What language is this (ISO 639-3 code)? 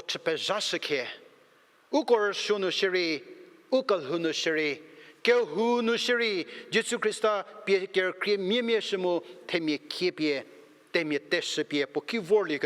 njm